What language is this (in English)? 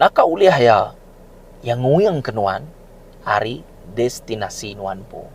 Iban